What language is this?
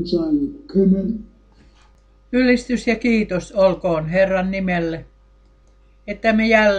Finnish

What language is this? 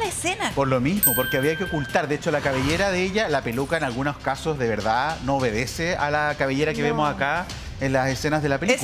Spanish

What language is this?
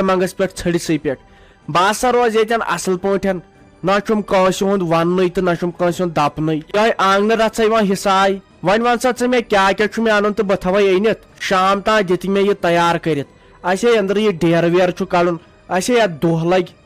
Kashmiri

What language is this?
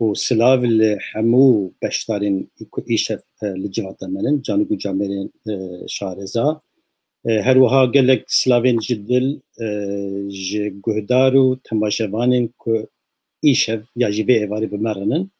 Kurdish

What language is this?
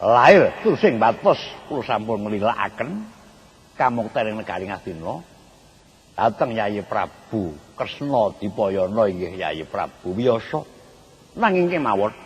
Javanese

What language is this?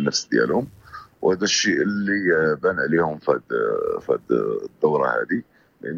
Moroccan Arabic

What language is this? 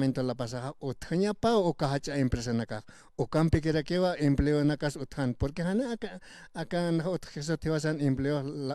Aymara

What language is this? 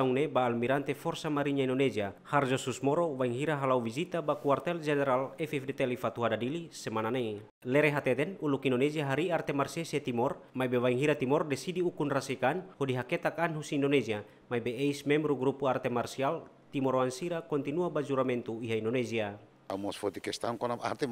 Tetum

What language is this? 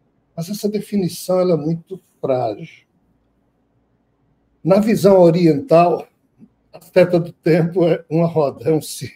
Portuguese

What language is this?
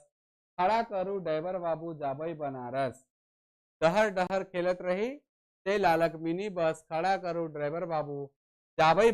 Sadri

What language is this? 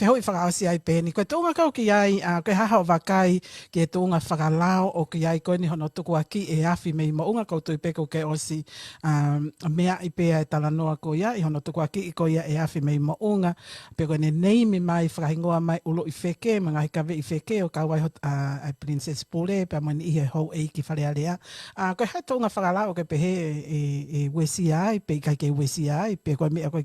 Tongan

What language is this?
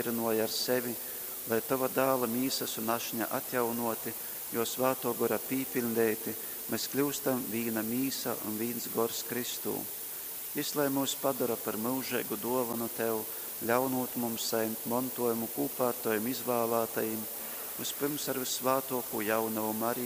Latgalian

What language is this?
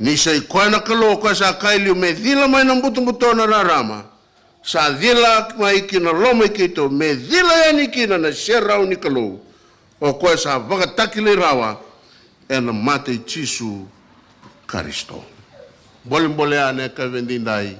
Fijian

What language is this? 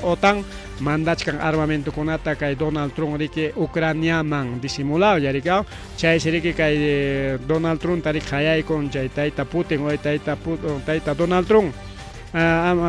Ayacucho Quechua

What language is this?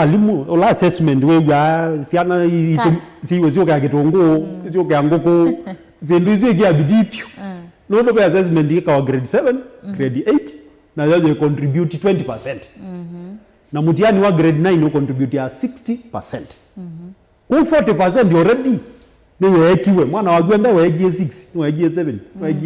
Kamba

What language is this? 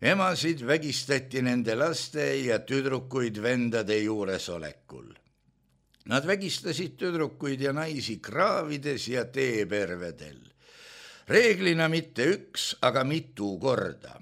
Estonian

